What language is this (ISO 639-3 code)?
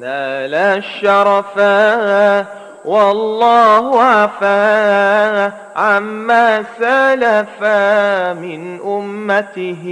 mad